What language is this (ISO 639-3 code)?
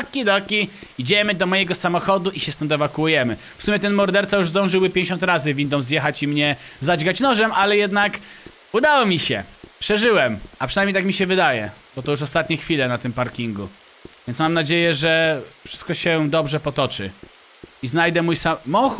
pol